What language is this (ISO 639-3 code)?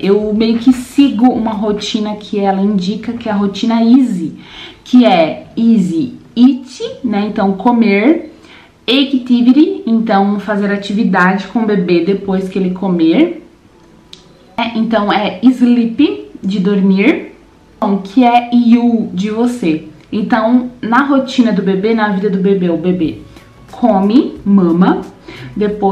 por